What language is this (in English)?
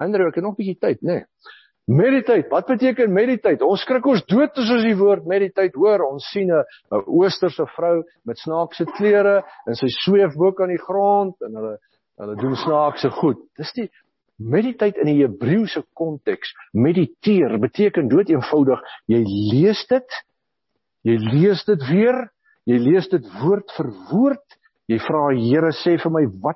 Afrikaans